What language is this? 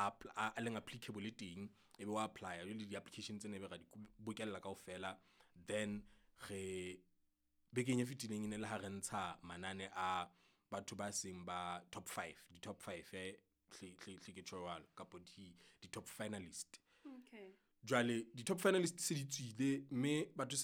Southern Sotho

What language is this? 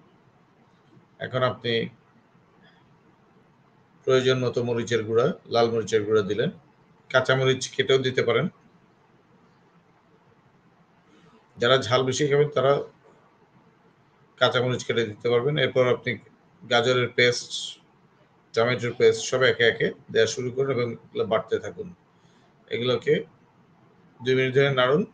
Bangla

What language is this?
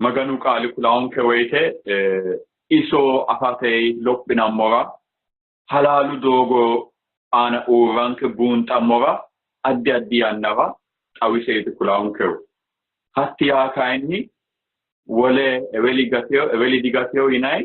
Sidamo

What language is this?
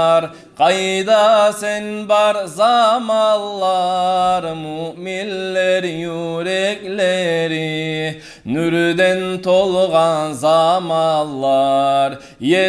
Kumyk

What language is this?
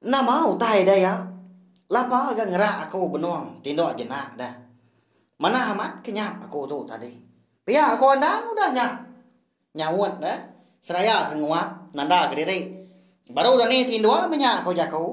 Iban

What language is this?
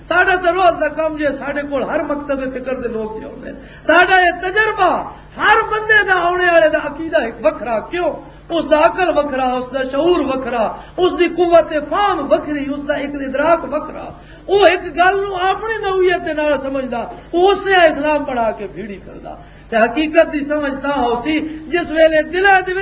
Western Panjabi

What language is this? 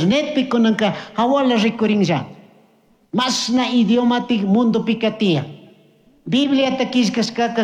Chimborazo Highland Quichua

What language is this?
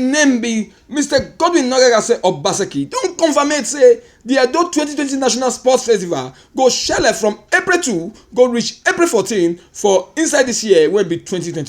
Nigerian Pidgin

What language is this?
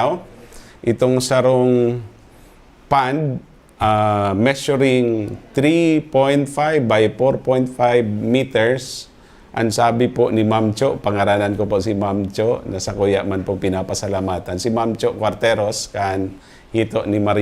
Bikol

